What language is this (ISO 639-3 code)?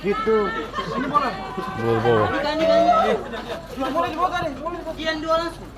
abs